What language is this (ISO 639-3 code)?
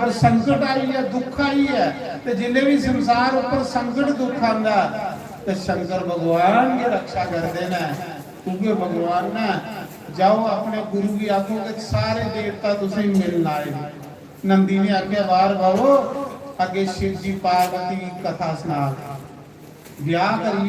doi